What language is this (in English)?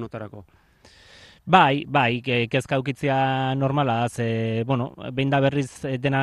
Basque